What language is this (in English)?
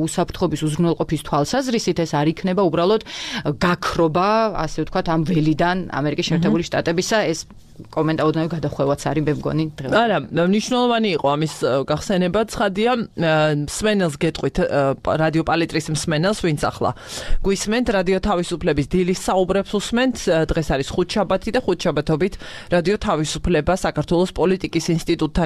Georgian